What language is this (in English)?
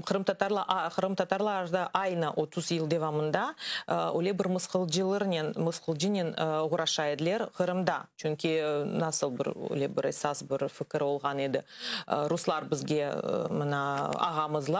Crimean Tatar